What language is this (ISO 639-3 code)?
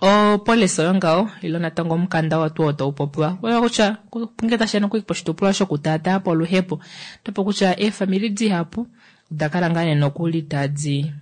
kua